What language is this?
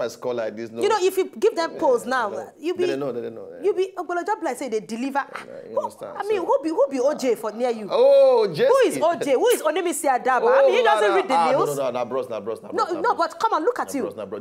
Nigerian Pidgin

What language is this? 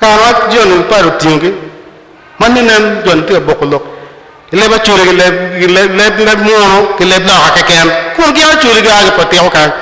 Acoli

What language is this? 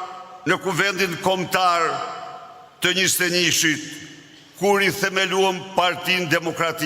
Albanian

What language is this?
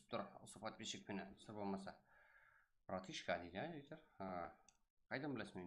Kara-Kalpak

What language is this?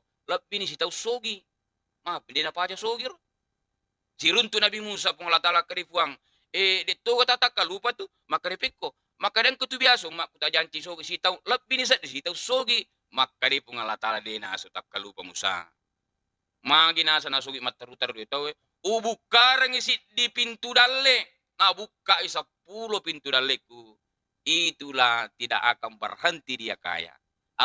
Buginese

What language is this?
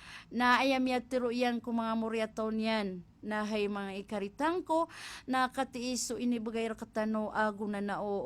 Maranao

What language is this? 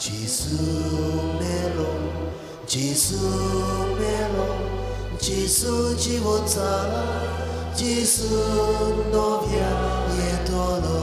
Konkani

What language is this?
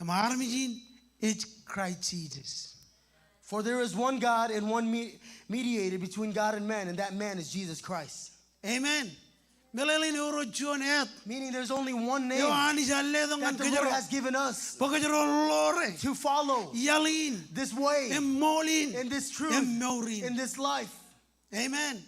Marshallese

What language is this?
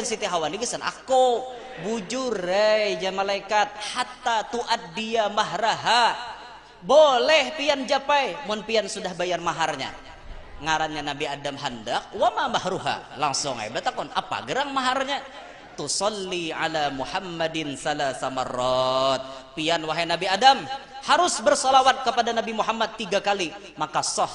Banjar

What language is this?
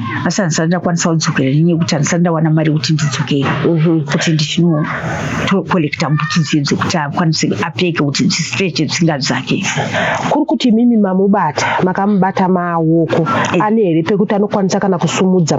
Shona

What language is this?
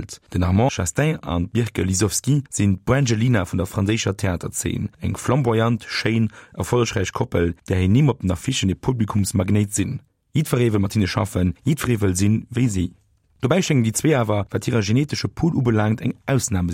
Luxembourgish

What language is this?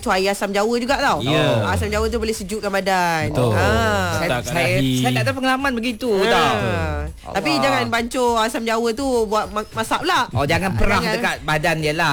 Malay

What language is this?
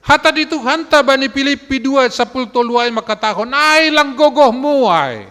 Batak Simalungun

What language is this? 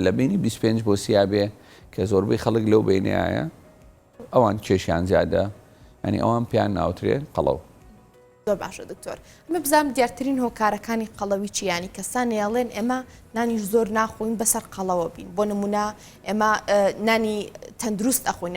Central Kurdish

